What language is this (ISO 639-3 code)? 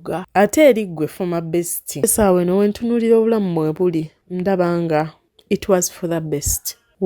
lug